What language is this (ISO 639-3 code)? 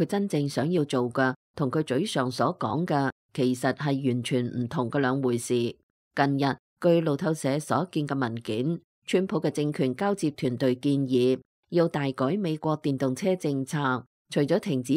yue